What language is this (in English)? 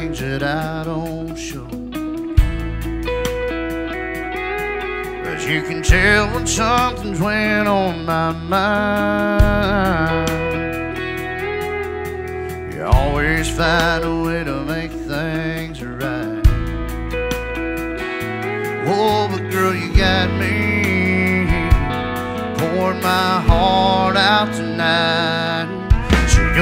English